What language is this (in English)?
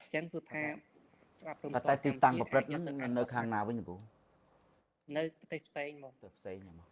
Khmer